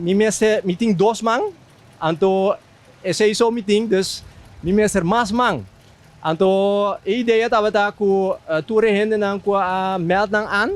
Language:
Papiamento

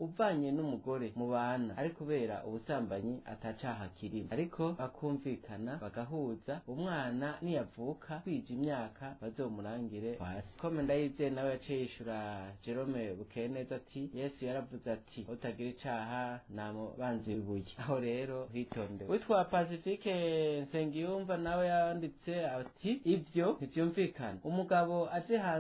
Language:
Rundi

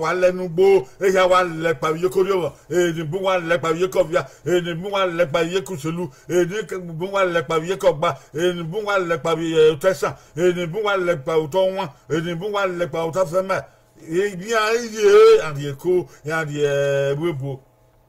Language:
Bini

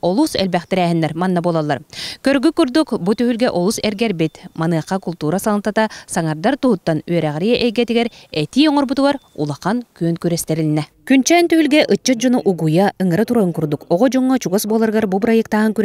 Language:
Yakut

